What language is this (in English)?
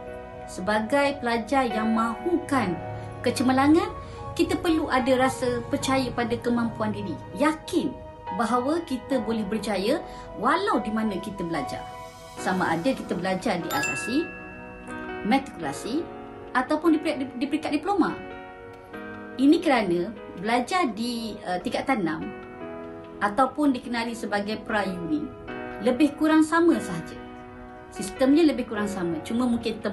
Malay